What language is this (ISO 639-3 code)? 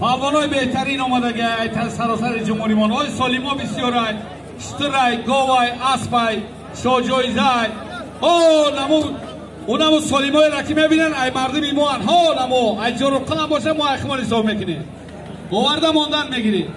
tgk